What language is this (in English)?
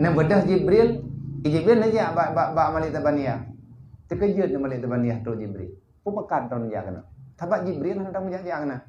Achinese